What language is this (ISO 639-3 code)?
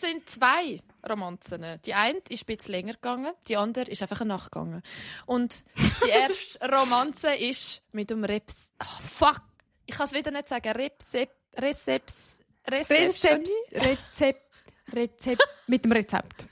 gsw